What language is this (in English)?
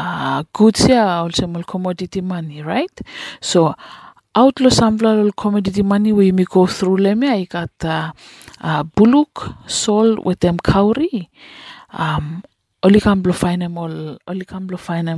Bislama